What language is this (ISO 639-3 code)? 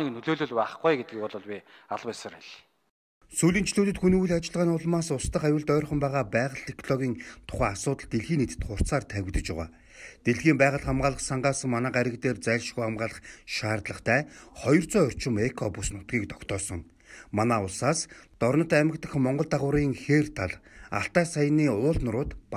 mon